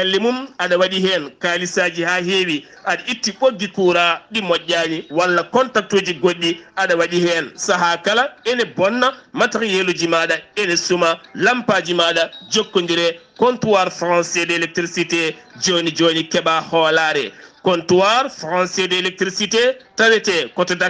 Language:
Fula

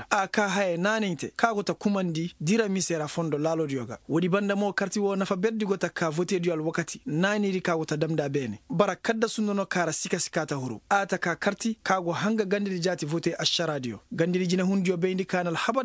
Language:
Koyraboro Senni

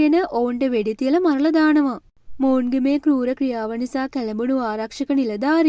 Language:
Sinhala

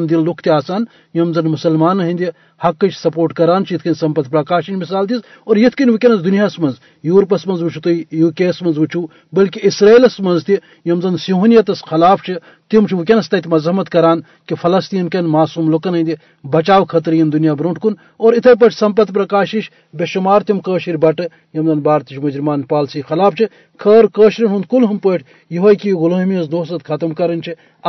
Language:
Kashmiri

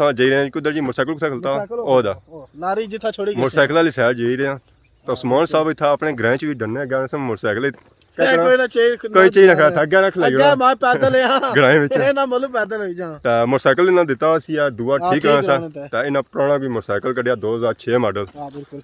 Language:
Pahari-Potwari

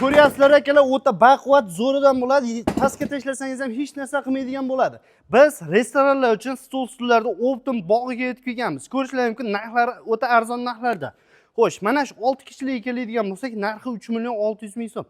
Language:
Uzbek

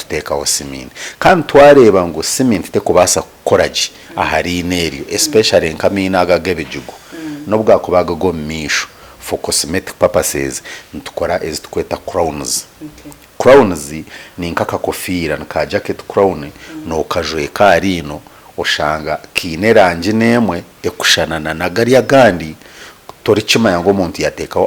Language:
Nyankole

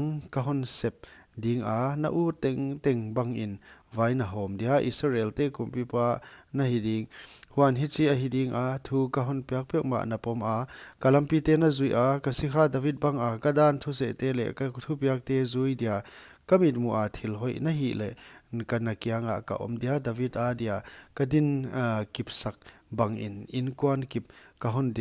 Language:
Paite Chin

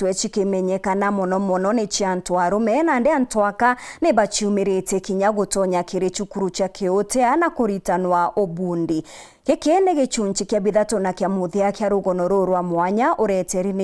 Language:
Meru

